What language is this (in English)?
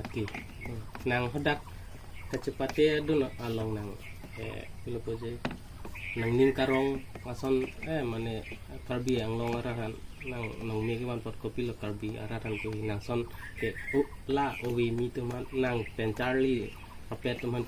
Karbi